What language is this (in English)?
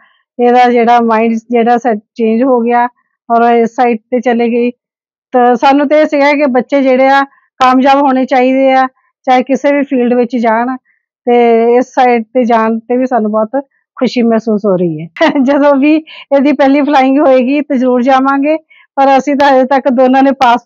Punjabi